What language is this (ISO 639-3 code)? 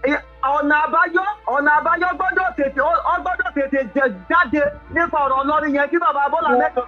yor